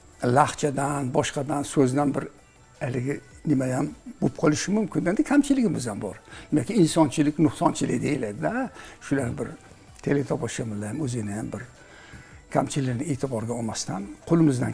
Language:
Uzbek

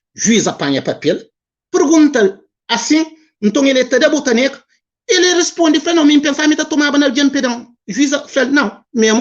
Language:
Kabuverdianu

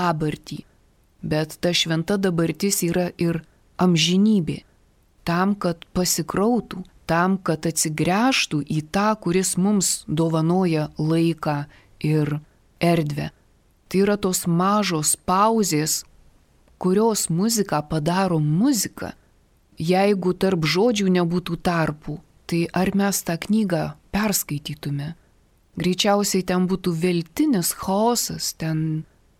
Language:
Lithuanian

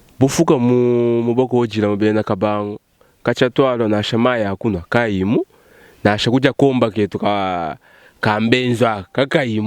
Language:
Luba-Lulua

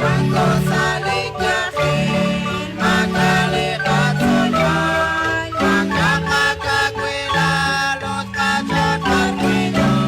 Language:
Kekchí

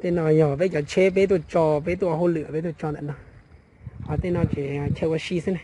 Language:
Hmong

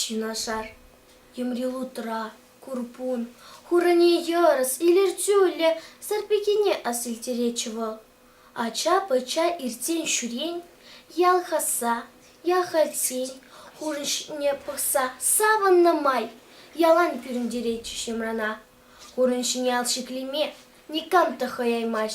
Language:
Chuvash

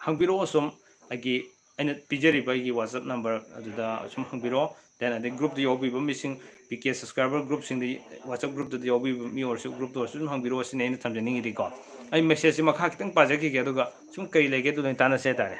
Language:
Manipuri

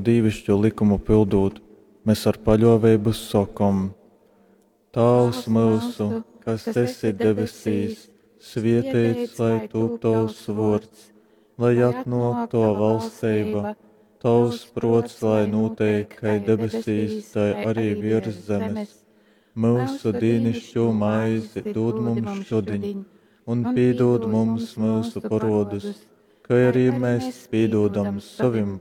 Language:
Latgalian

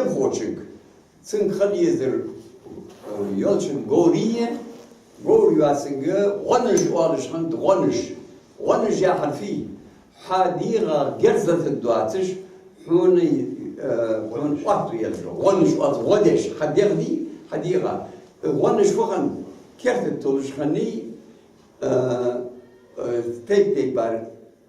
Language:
Ingush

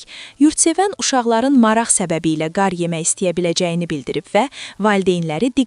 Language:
Azerbaijani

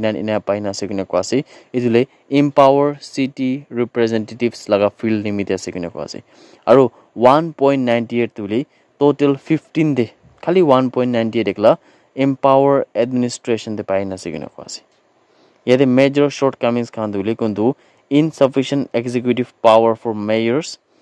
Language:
Naga Pidgin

